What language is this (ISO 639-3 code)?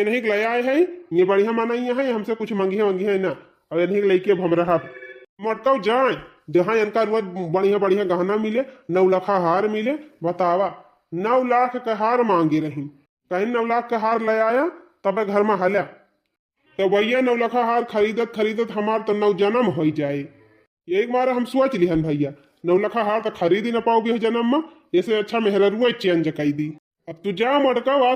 awa